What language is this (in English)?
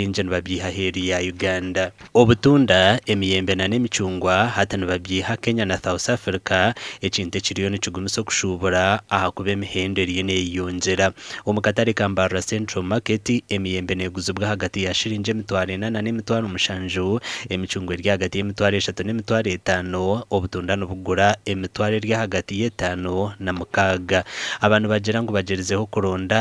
Nyankole